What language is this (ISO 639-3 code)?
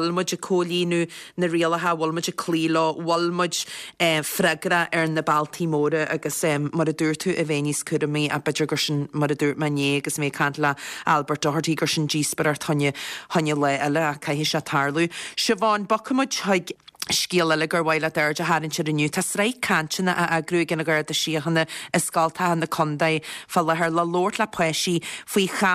gle